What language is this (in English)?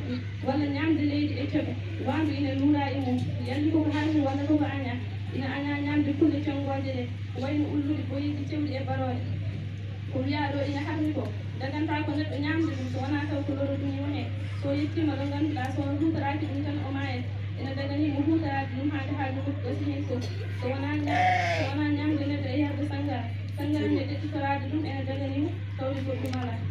Fula